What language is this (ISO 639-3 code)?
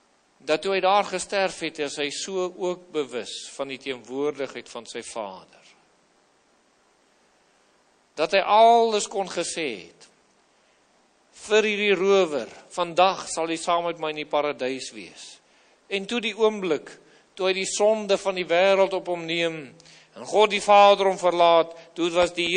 afr